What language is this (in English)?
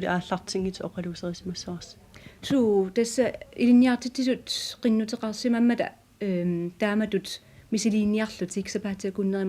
Kalaallisut